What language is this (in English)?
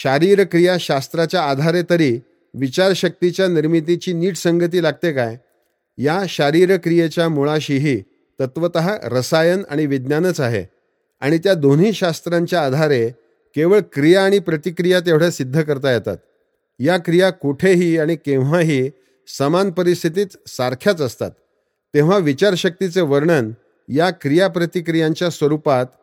Marathi